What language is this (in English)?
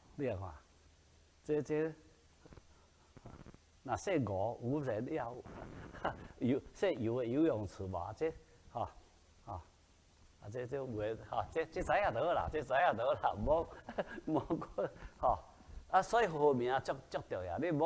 Min Nan Chinese